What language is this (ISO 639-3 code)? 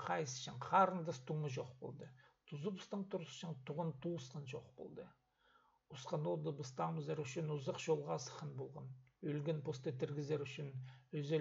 kjh